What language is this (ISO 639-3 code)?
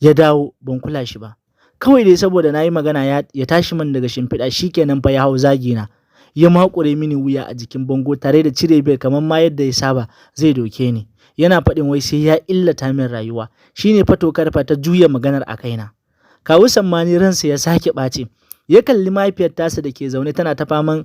hau